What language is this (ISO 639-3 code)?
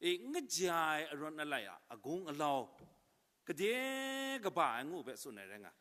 kac